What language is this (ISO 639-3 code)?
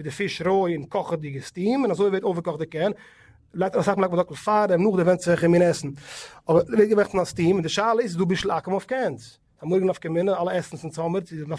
yid